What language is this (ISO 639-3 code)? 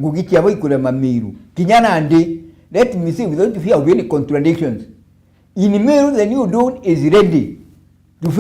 mer